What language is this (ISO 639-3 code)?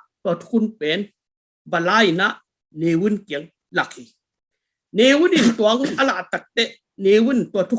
ctd